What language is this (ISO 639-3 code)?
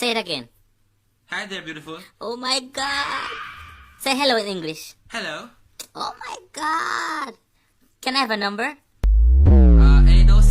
jam